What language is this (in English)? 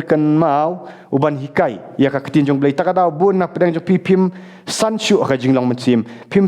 Khasi